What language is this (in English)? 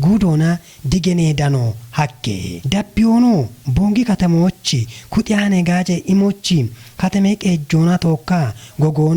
Kafa